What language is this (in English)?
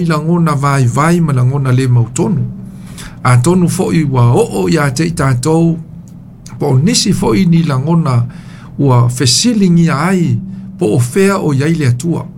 Samoan